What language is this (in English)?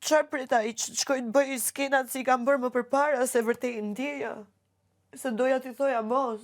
Albanian